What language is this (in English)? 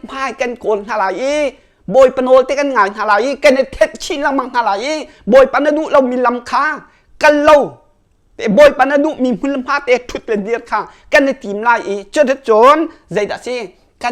Hakha Chin